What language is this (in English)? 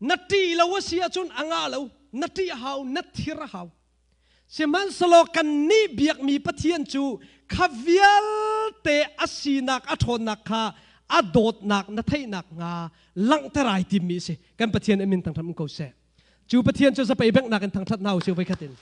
Hakha Chin